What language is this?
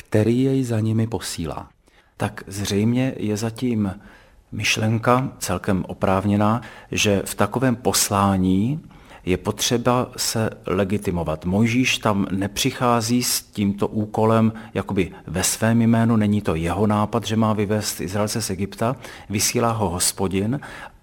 Czech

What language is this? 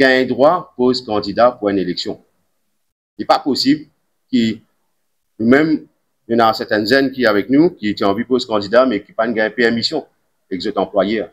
Morisyen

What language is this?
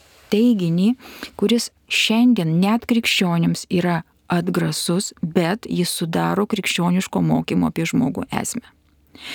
Lithuanian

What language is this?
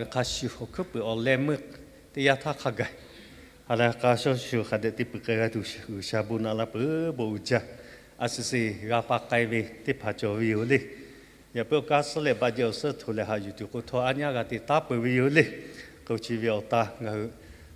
Lahu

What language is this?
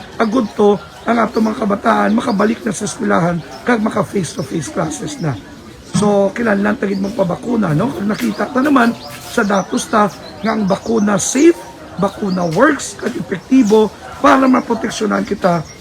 Hiligaynon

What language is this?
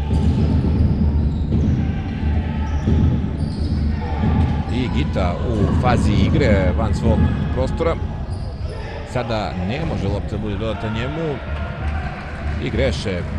Serbian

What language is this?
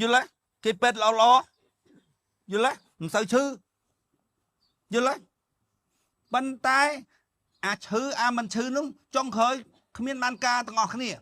Khmer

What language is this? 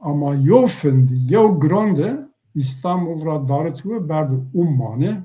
Zaza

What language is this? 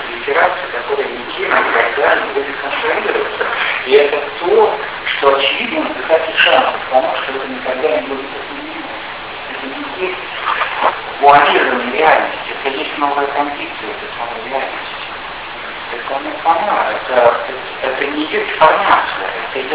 Russian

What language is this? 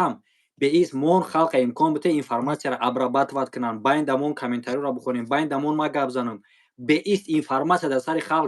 Tajik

